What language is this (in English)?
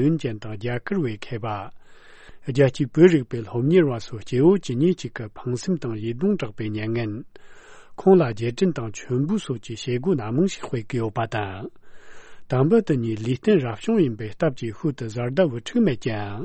Tibetan